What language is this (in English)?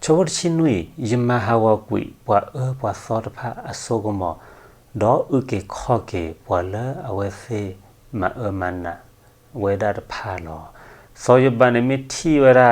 S'gaw Karen